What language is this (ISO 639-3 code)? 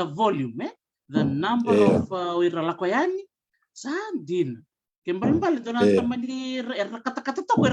fij